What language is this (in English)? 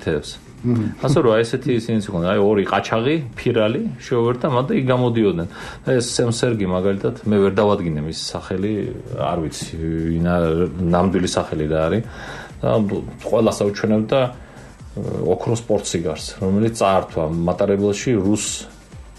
Georgian